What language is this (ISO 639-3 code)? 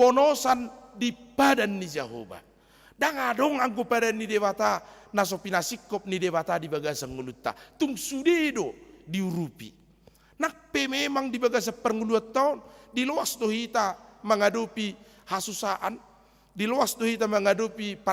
bbc